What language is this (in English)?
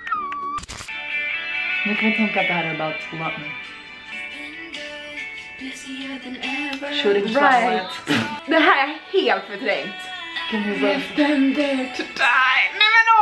Swedish